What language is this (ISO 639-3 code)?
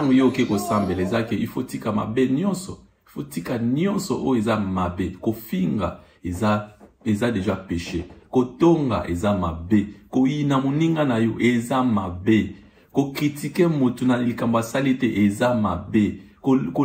lin